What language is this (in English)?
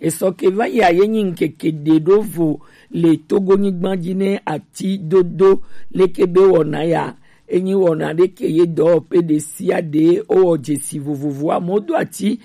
Gen